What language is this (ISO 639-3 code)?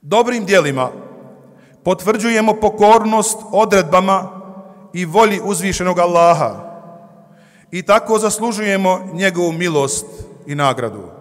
bos